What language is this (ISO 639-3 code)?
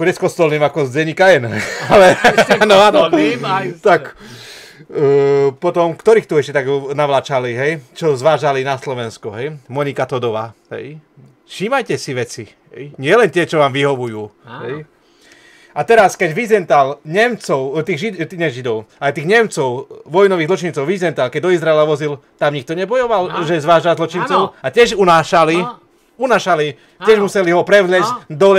slk